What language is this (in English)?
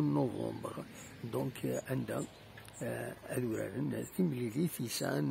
Kabyle